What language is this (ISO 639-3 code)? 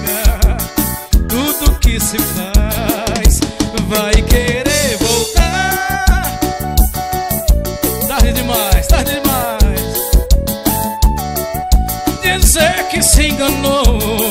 por